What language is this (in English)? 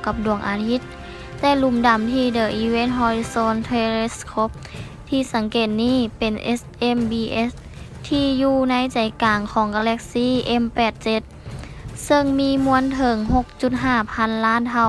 Lao